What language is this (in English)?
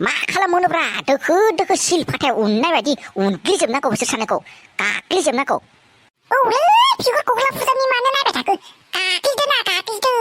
Bodo